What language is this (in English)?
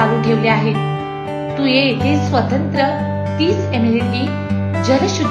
Marathi